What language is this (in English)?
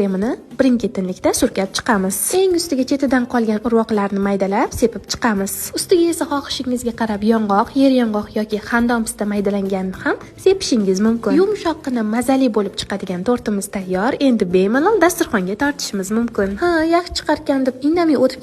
Uzbek